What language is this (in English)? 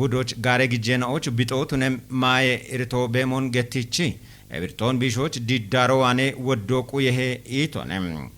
Kafa